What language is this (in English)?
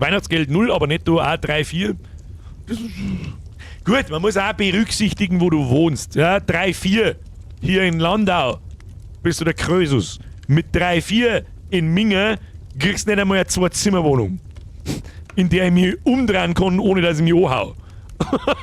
Bavarian